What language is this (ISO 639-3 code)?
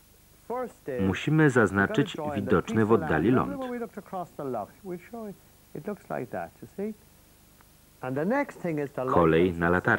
pol